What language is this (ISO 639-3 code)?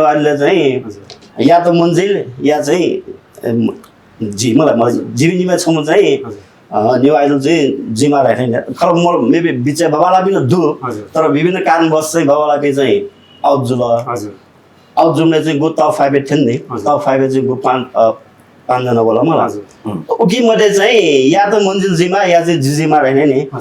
new